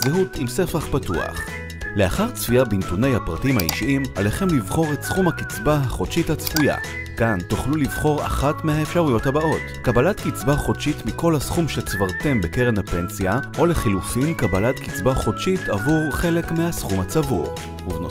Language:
Hebrew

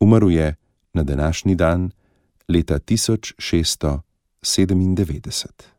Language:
Slovenian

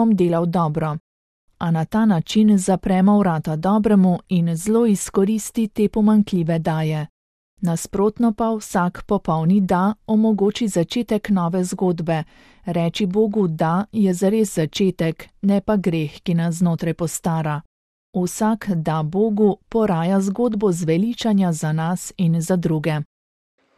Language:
Slovenian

